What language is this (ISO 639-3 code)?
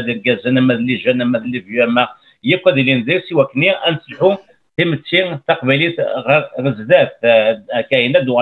kab